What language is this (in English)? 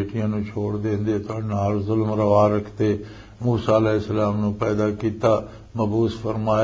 Western Panjabi